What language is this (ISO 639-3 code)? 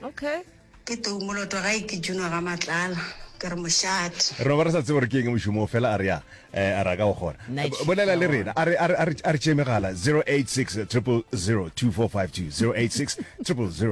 nso